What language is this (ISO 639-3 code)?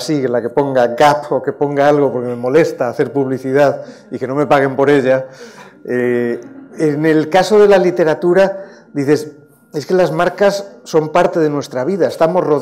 spa